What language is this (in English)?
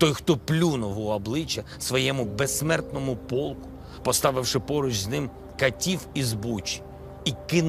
Ukrainian